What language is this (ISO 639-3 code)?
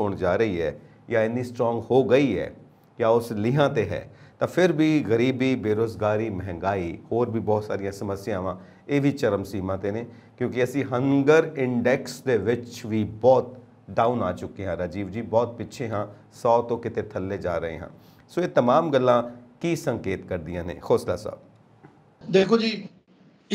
pan